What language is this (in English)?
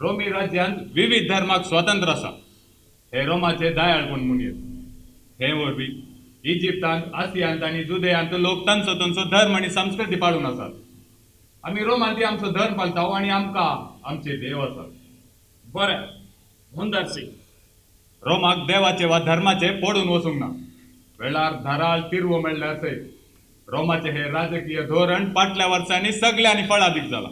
Konkani